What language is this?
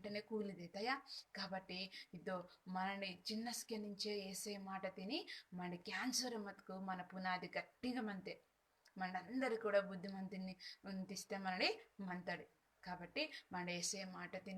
Koya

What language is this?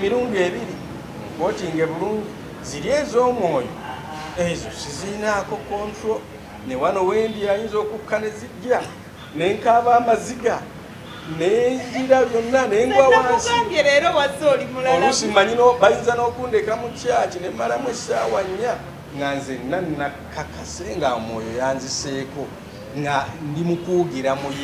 Ganda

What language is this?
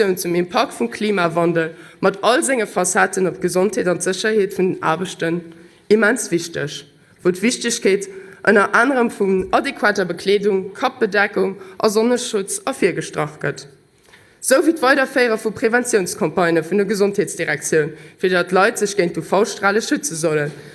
Luxembourgish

